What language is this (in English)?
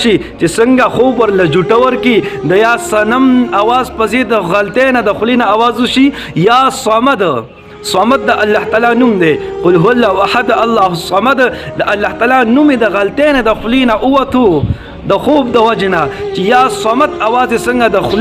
Pashto